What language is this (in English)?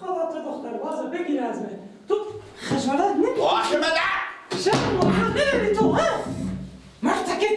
Persian